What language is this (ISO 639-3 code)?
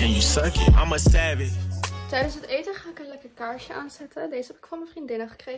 nld